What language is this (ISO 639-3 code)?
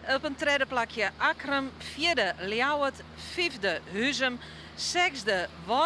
fry